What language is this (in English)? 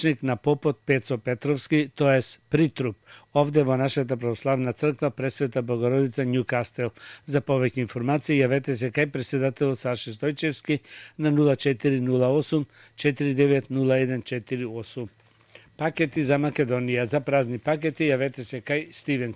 Macedonian